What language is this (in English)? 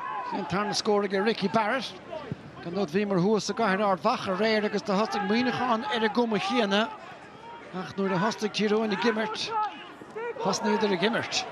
Irish